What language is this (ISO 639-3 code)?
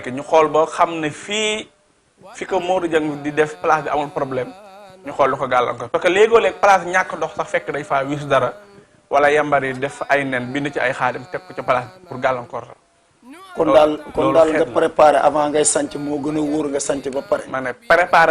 wol